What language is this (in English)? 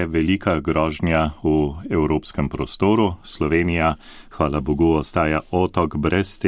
Slovenian